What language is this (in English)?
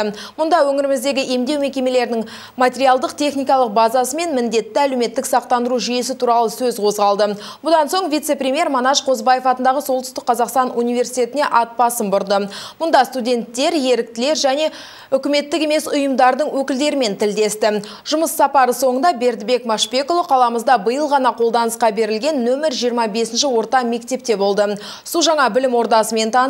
Kazakh